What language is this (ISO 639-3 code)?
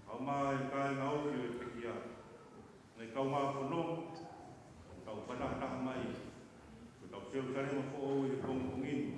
ton